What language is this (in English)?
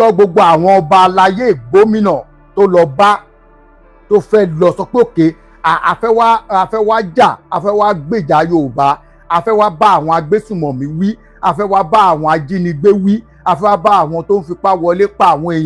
Yoruba